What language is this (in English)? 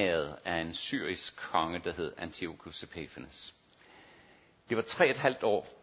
Danish